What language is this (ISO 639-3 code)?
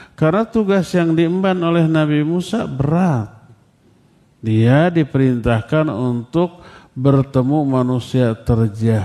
ind